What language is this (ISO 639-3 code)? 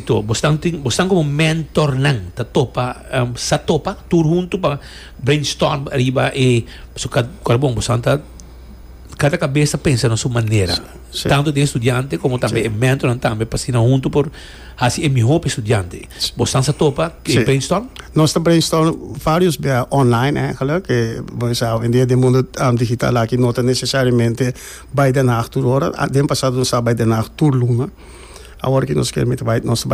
pap